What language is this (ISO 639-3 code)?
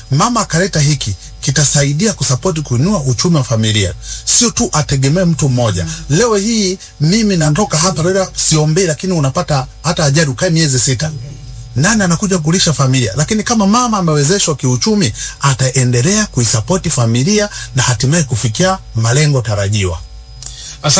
swa